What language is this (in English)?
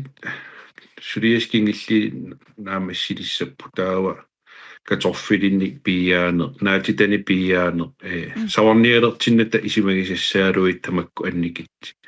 Kalaallisut